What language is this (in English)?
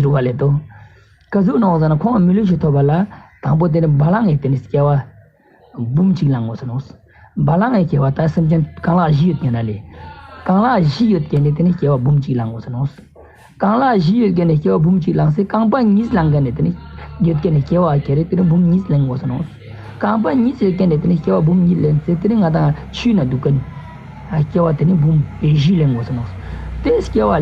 Ladakhi